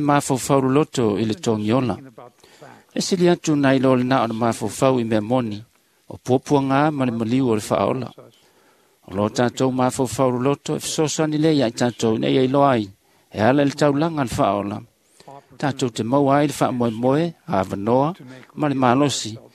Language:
Samoan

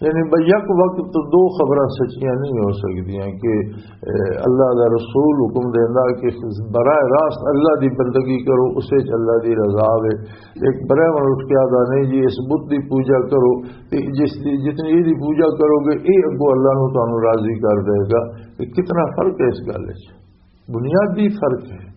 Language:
Western Panjabi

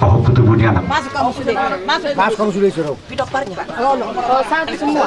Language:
Batak Toba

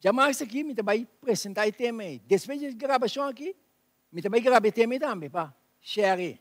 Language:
Papiamento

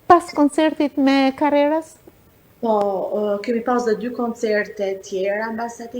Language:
Albanian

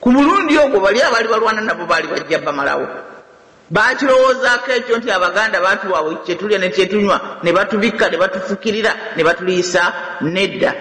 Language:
Ganda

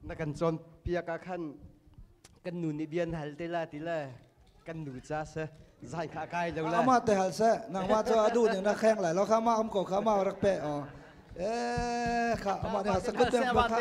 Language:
Hakha Chin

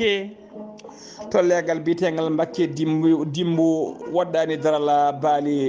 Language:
Fula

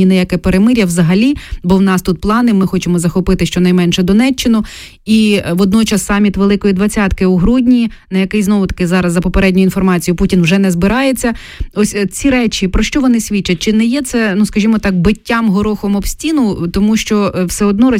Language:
Ukrainian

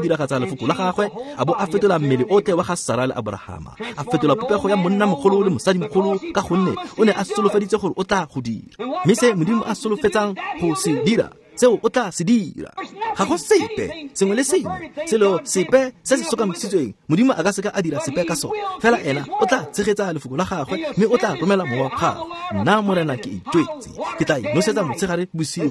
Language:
Tswana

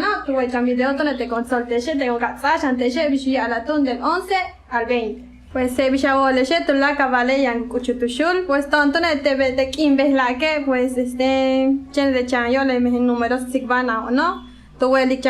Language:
Yucateco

